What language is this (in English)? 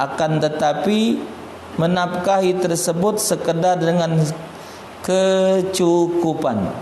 Musi